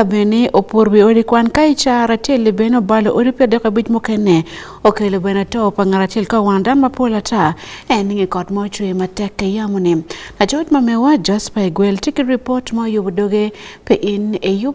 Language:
Acoli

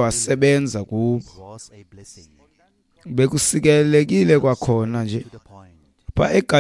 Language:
Xhosa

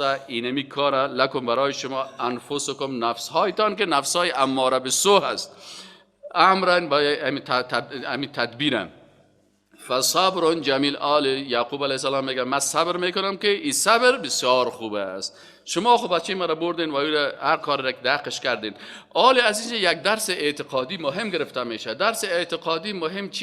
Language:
Persian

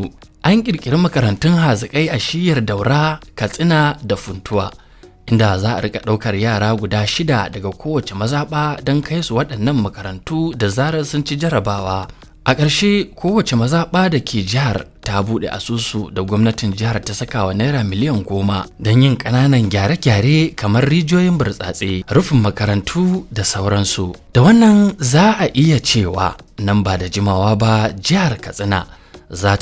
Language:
Hausa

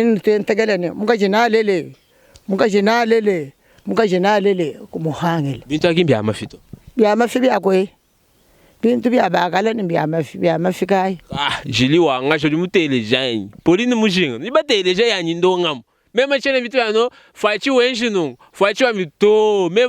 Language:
Luba-Lulua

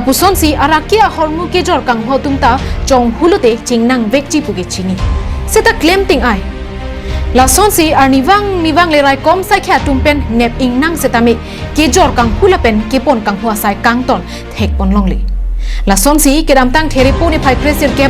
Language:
Karbi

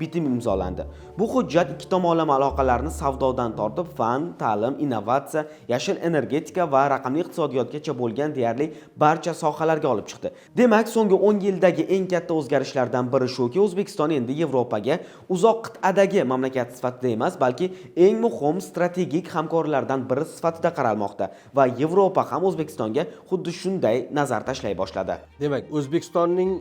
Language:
Uzbek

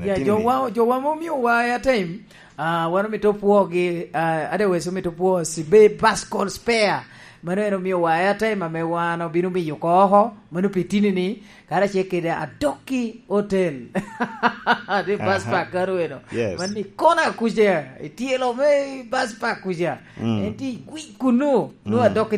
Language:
Lango (Uganda)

